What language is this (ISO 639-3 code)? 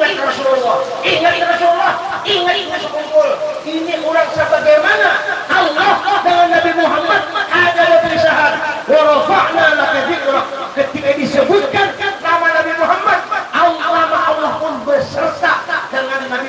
bjn